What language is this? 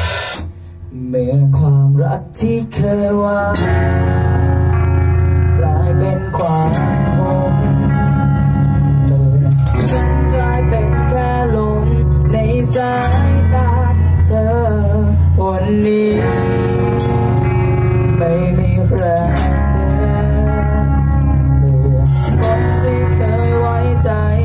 Thai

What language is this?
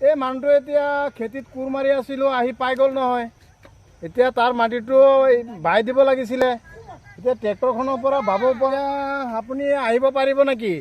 Assamese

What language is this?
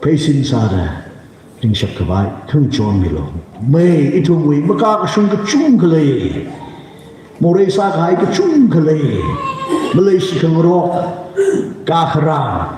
Tangkhul Naga (India)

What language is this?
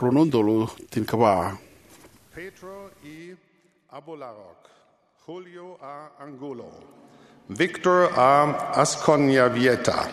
Fijian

